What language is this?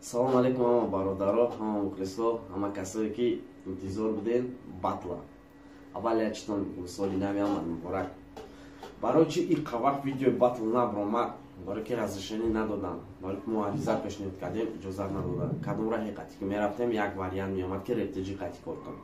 Tajik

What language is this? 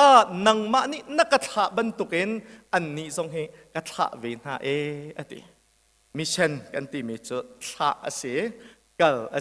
Hakha Chin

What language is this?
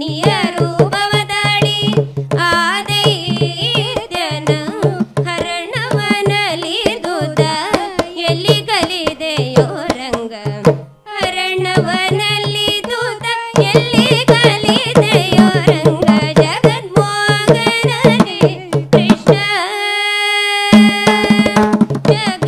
Kannada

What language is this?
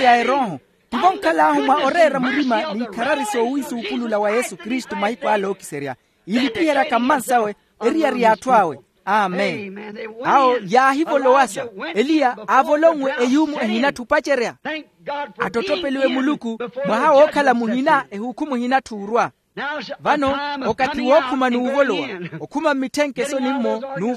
Makhuwa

